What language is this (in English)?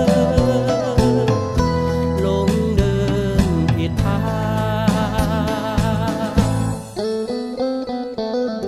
Thai